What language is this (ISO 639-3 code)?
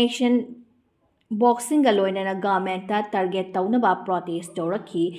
mni